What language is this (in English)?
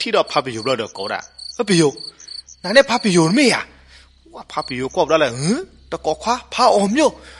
S'gaw Karen